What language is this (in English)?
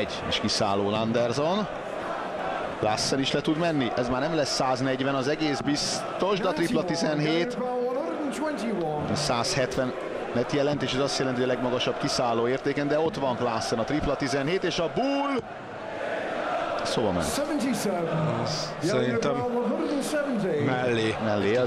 Hungarian